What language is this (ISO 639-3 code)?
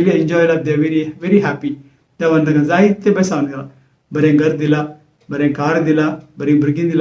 kok